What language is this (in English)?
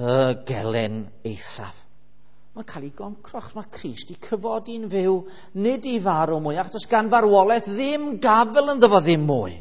Welsh